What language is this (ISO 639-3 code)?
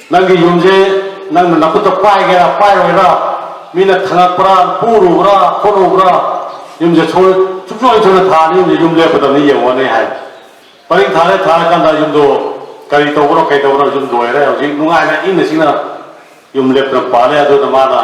mni